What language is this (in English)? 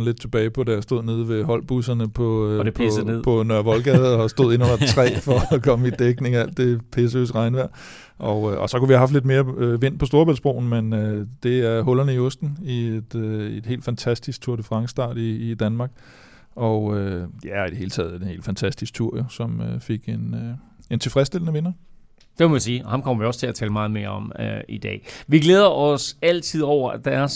Danish